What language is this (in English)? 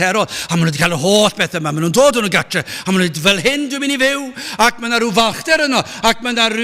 Welsh